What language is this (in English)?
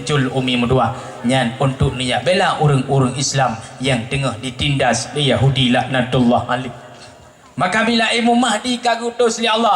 Achinese